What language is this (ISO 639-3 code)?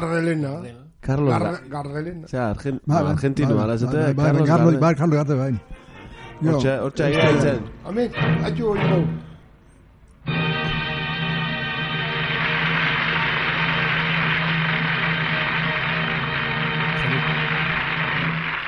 eus